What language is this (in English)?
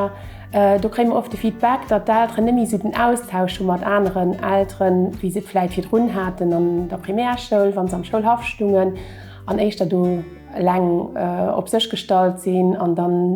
Luxembourgish